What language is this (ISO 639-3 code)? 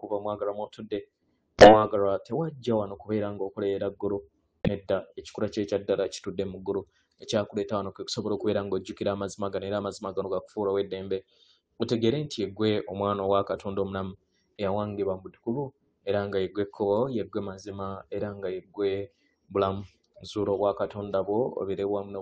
lug